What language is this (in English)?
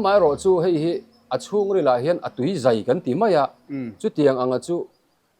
Mizo